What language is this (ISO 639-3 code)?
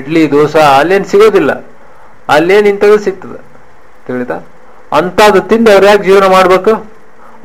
kan